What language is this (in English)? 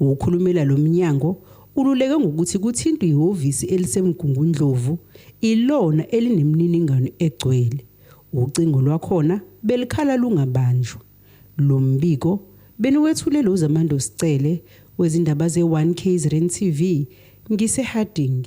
Zulu